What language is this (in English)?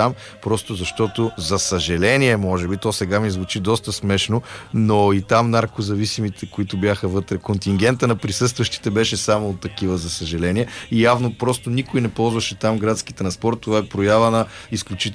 Bulgarian